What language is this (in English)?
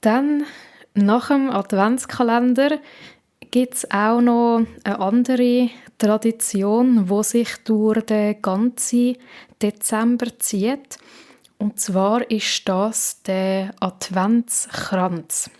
Swiss German